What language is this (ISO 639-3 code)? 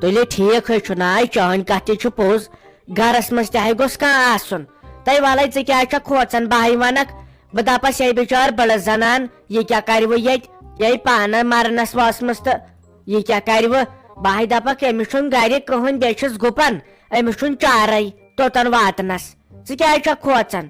kas